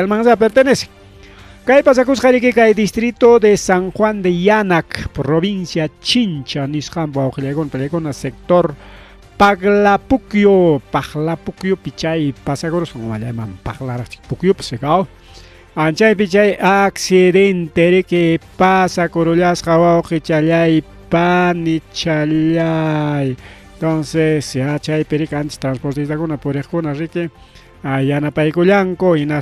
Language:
Ayacucho Quechua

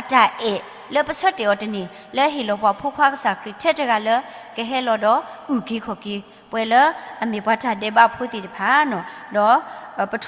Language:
S'gaw Karen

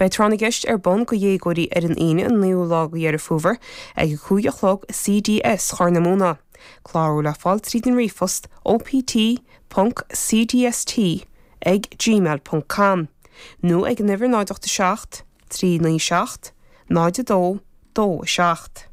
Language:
Irish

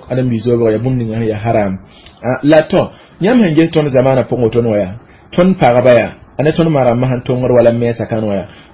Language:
Mossi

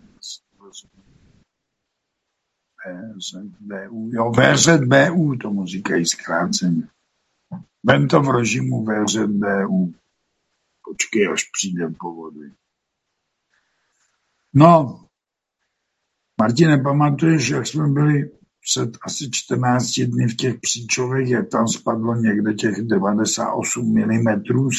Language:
Czech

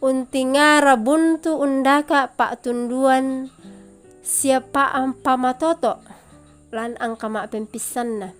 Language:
Toraja-Sa'dan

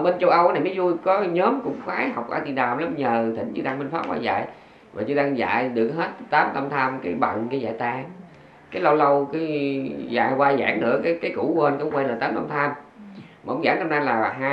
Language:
Vietnamese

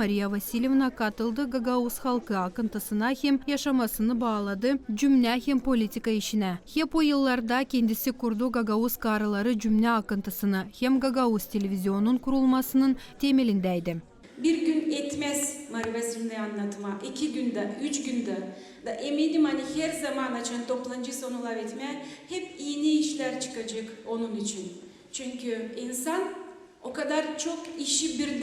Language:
Gagauz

